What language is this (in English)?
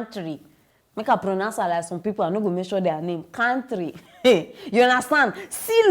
Nigerian Pidgin